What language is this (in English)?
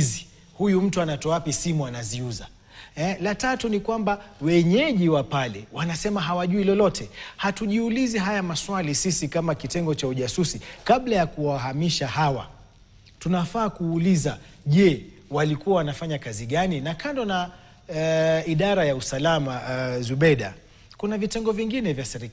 Swahili